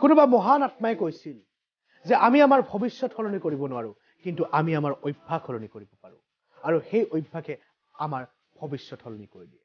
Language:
Assamese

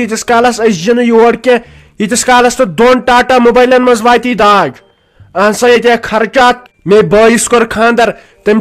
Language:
Kashmiri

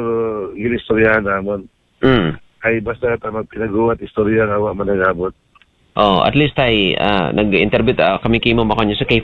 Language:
Aklanon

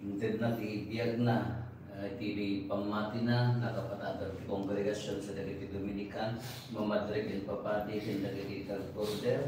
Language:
Iloko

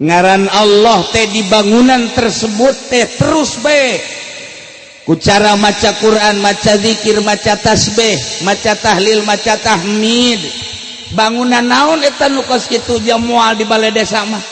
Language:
Sundanese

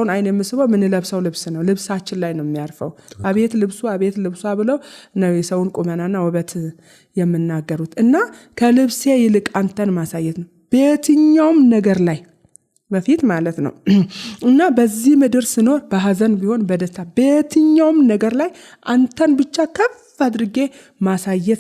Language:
Amharic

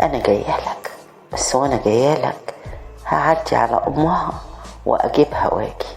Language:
Egyptian Arabic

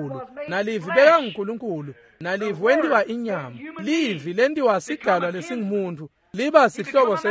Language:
Swati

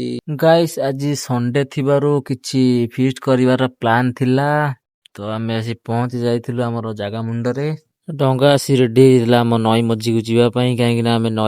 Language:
Odia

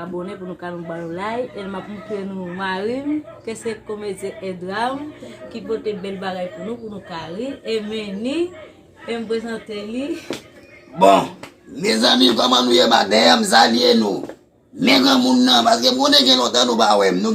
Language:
Haitian Creole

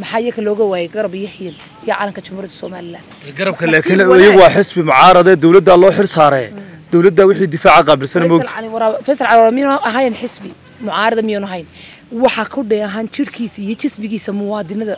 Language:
Somali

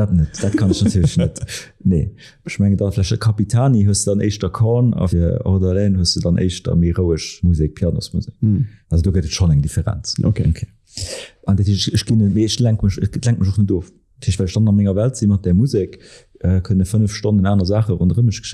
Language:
Luxembourgish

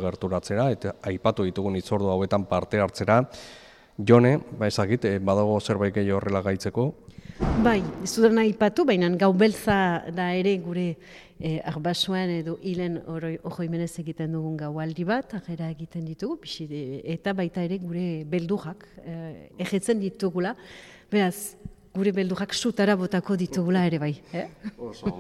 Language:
Basque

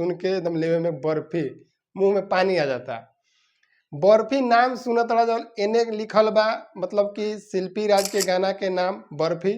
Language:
Bhojpuri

